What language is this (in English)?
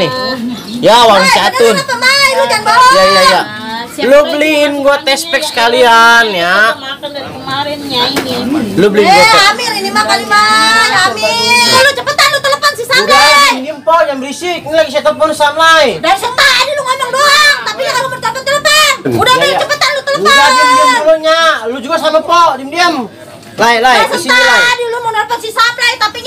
Betawi